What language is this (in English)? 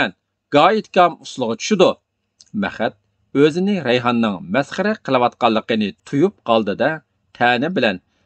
Uyghur